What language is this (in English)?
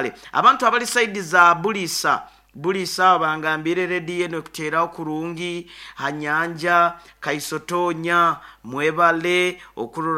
Nyoro